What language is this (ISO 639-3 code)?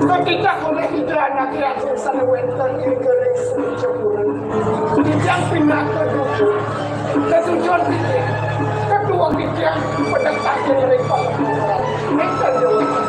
ban